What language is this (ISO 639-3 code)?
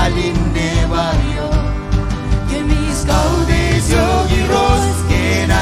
mah